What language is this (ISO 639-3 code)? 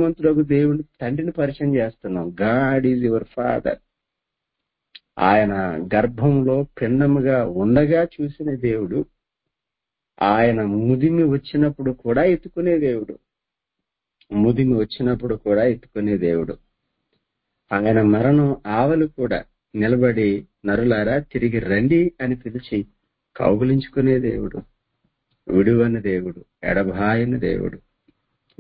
tel